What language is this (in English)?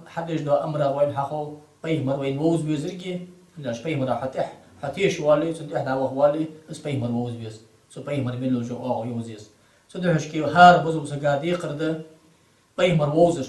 Ingush